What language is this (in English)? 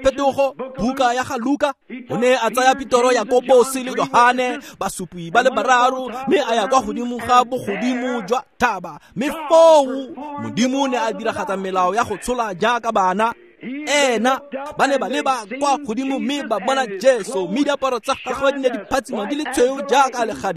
Tswana